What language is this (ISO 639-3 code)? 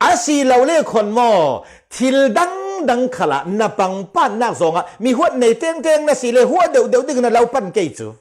cfm